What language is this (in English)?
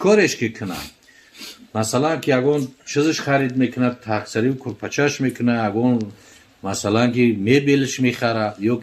Tajik